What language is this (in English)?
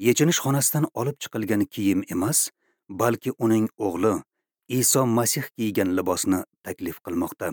Uzbek